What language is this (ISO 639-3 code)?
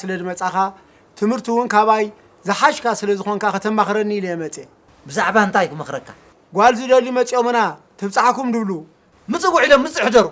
tir